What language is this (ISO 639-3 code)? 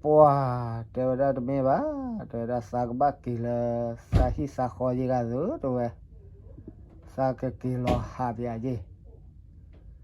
ksw